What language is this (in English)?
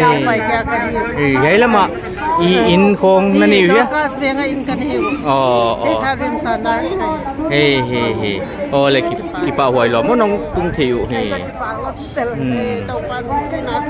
Paite Chin